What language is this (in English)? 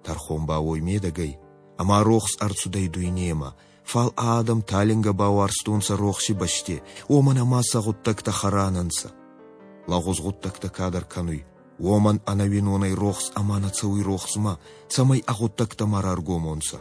Ossetic